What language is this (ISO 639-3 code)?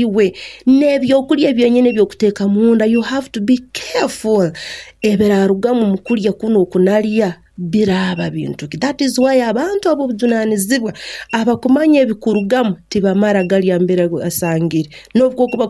nyn